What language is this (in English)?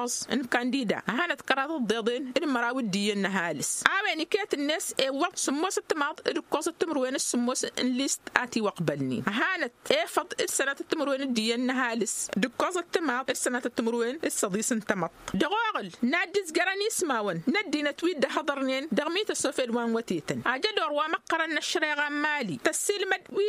Tamasheq